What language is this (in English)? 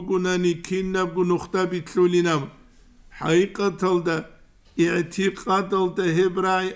Avaric